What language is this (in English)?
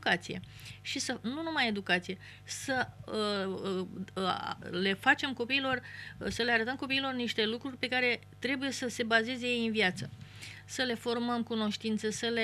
Romanian